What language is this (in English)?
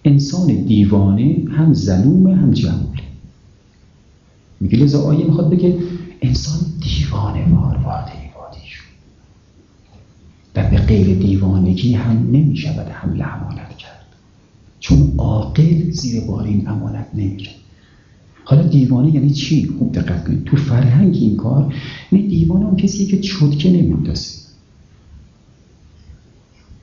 Persian